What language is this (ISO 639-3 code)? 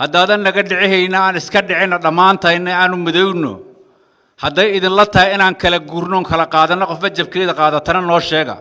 som